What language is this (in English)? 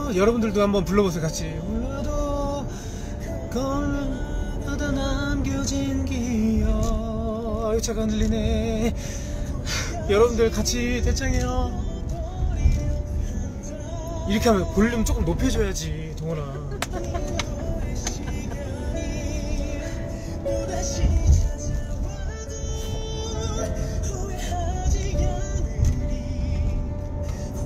Korean